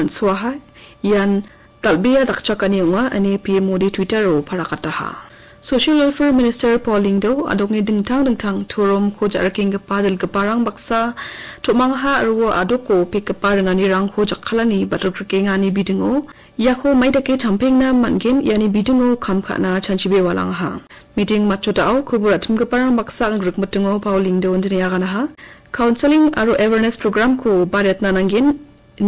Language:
Garo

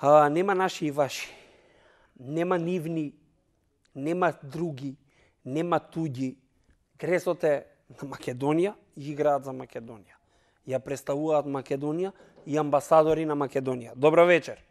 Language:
Macedonian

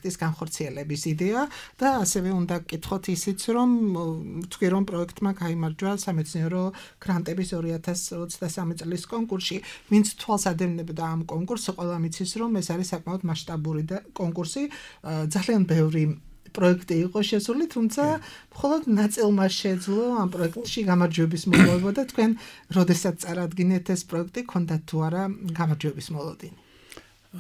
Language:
Georgian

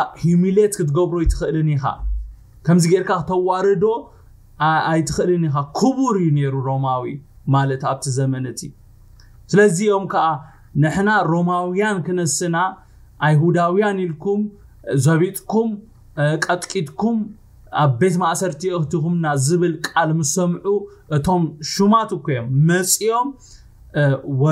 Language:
Tigrinya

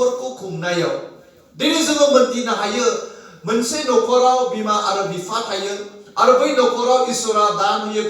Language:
Bodo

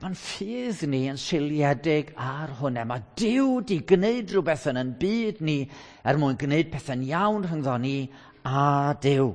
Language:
Welsh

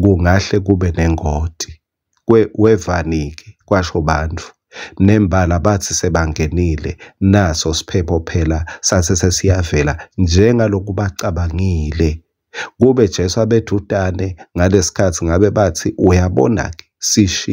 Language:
Swati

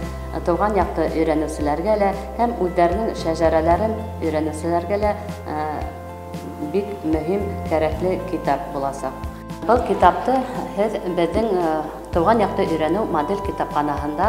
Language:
Bashkir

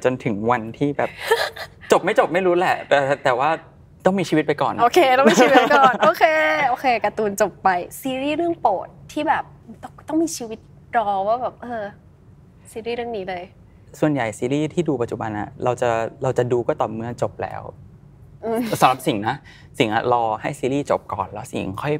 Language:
Thai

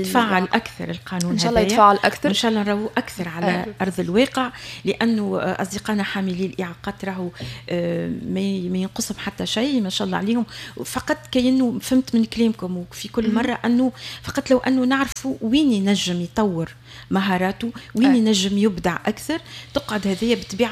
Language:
Tunisian Arabic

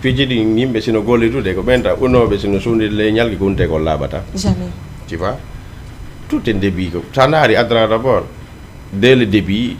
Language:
Fula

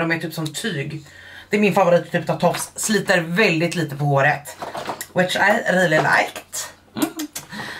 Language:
Swedish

